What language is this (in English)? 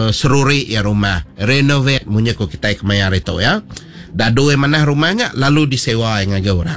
Iban